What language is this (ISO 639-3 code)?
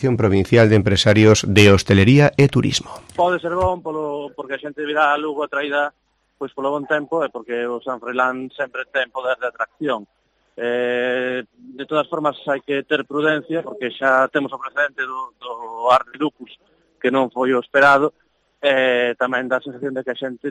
glg